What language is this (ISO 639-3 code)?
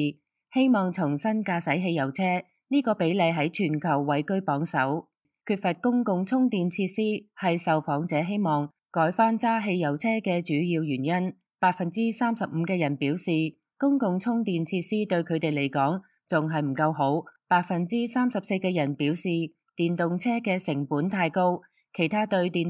yue